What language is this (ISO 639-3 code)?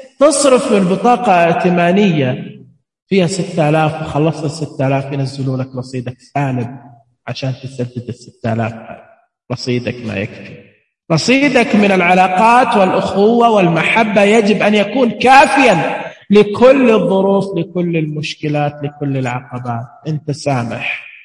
ars